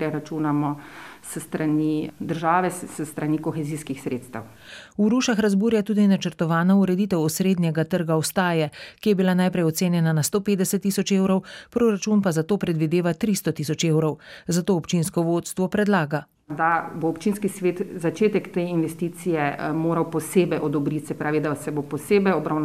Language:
Slovenian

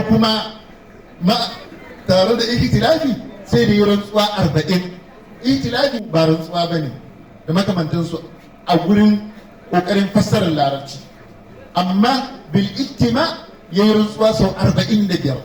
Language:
Hausa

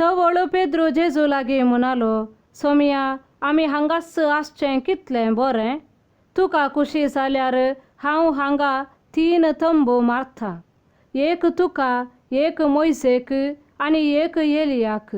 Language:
Konkani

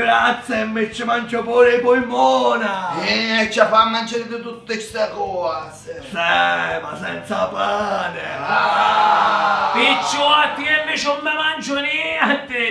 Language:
Sicilian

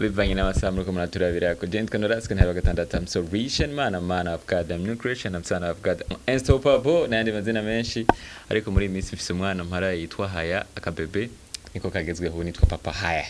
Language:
Rundi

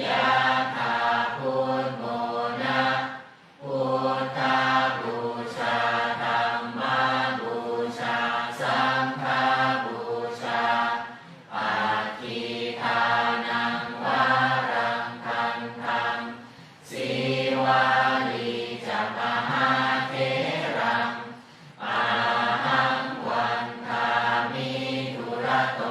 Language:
Pali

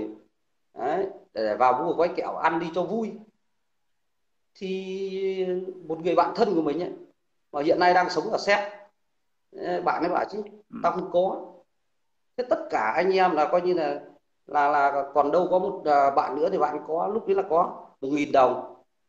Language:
Vietnamese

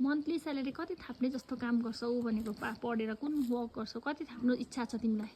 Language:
Nepali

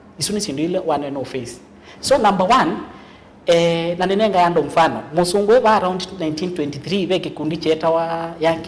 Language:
Kamba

